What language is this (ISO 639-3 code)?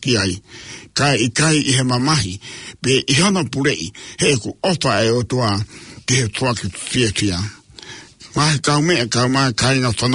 ton